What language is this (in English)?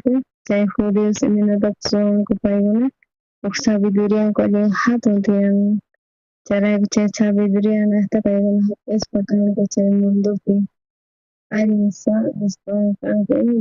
South Bolivian Quechua